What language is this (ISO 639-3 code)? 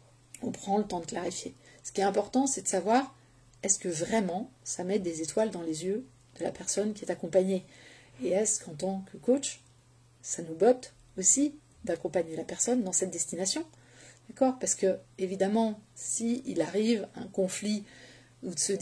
fra